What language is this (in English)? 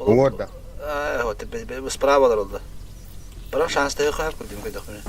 Yakut